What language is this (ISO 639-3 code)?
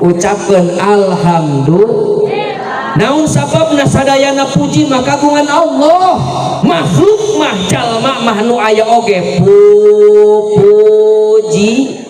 sun